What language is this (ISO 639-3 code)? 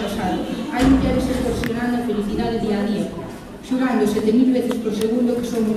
glg